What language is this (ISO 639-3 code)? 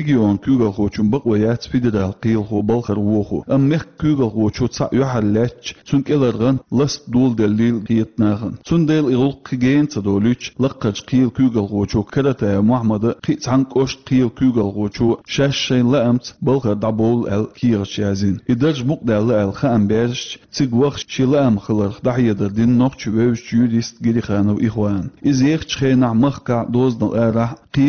che